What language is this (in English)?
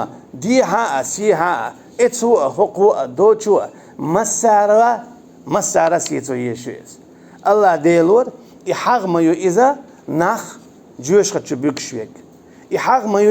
Chechen